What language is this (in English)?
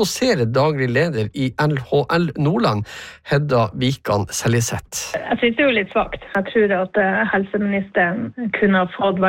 Norwegian